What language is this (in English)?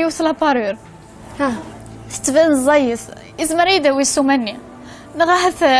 Kabyle